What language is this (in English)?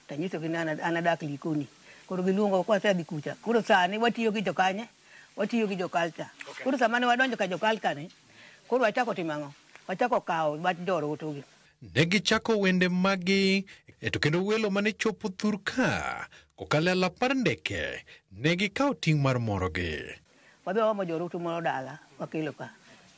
Luo (Kenya and Tanzania)